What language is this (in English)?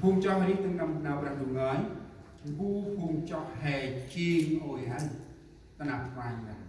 Central Mnong